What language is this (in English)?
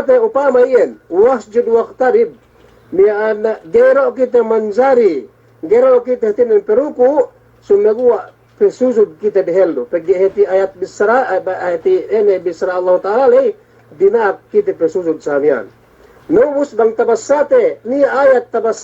Yakan